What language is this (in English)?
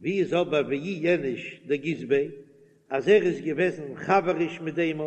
Yiddish